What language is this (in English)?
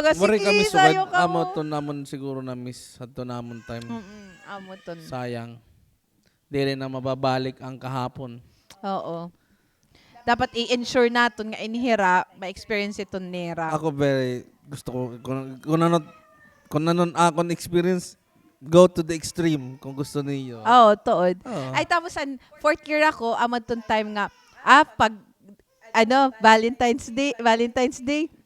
Waray